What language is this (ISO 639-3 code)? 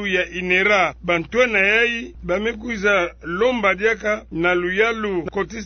ktu